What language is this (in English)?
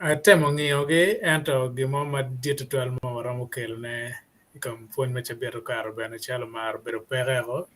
Acoli